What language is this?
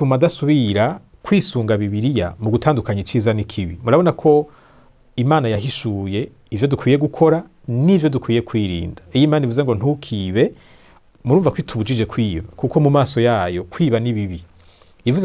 Rundi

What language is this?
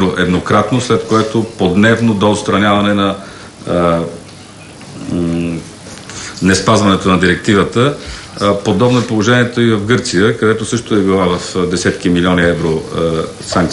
Bulgarian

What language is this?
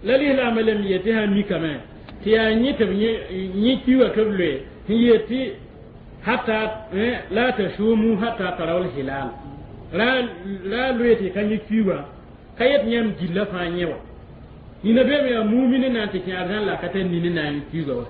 Mossi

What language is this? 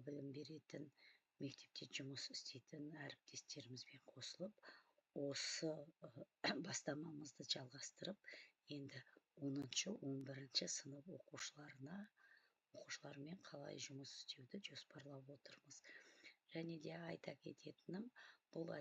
Kazakh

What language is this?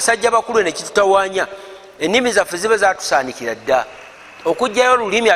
Ganda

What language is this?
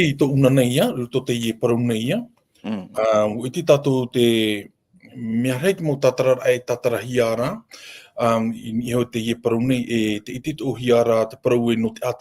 Tahitian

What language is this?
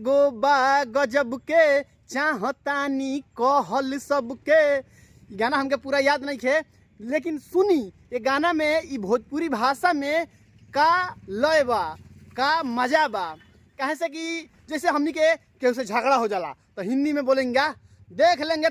Bhojpuri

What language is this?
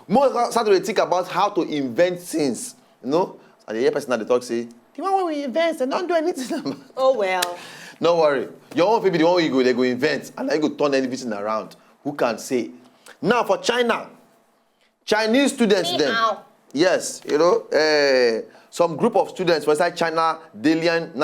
Nigerian Pidgin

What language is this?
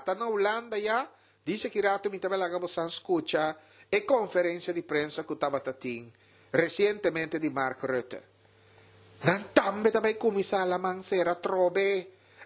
Papiamento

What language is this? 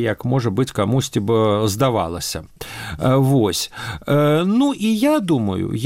Belarusian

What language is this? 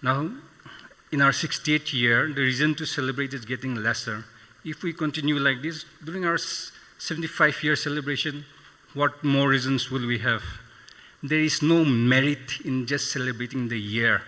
Tangkhul Naga (India)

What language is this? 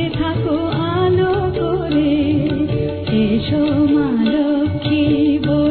Bangla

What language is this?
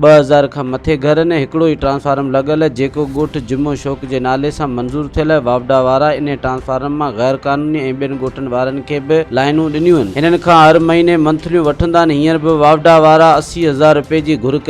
Sindhi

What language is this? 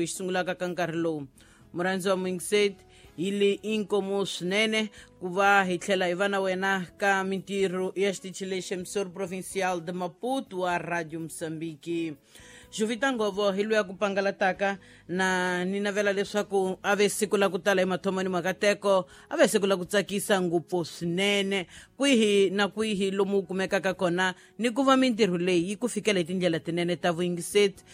Tsonga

